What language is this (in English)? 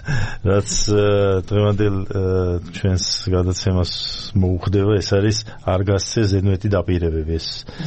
Georgian